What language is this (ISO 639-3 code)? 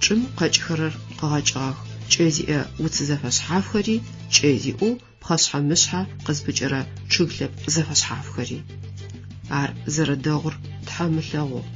ady